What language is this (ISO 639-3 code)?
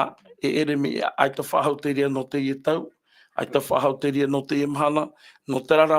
tah